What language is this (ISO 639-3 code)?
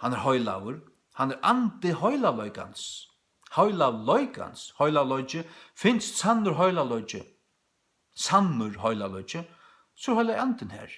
fao